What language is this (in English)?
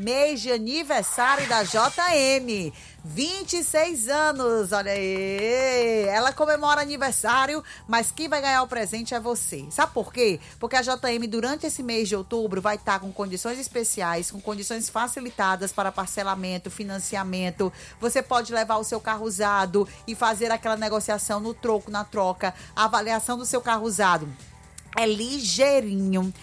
Portuguese